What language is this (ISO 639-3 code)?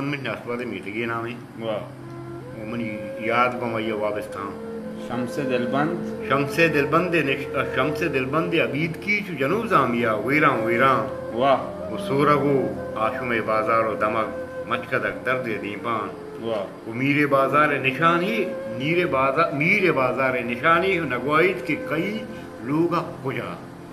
bal